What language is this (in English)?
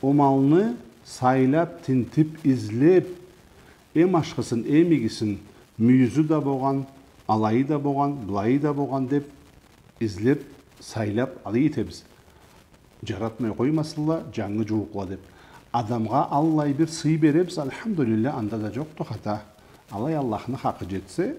Karachay-Balkar